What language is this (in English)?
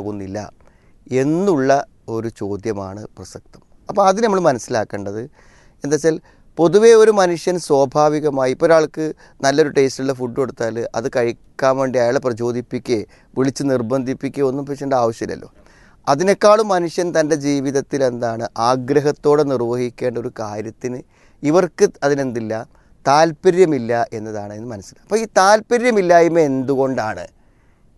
Malayalam